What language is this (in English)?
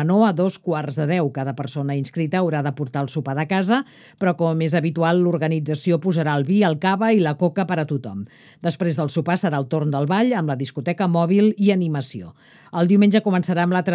Catalan